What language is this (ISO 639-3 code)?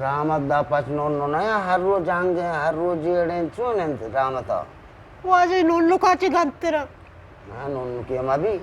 bgp